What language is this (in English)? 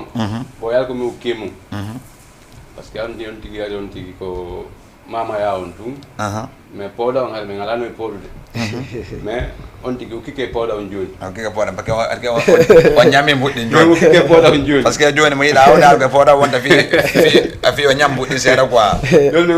Fula